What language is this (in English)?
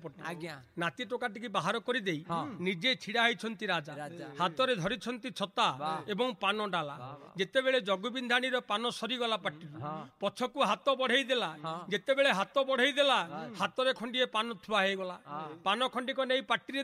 Odia